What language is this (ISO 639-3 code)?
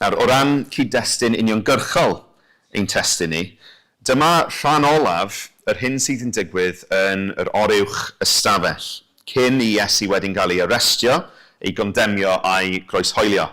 cym